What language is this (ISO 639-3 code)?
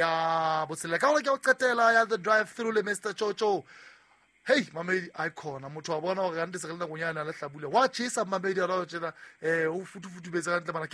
sot